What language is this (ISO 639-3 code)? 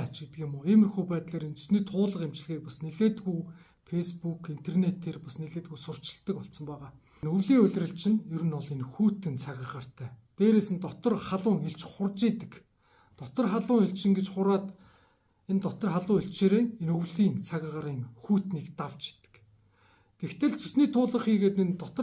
mon